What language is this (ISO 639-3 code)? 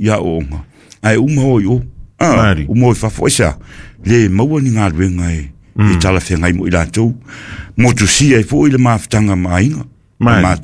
smo